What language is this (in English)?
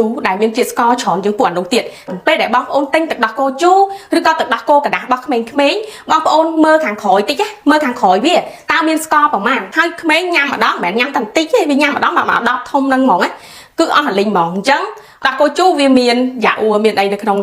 Khmer